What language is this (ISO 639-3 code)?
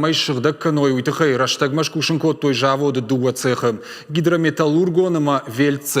oss